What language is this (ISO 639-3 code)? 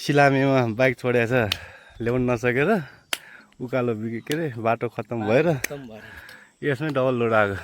nep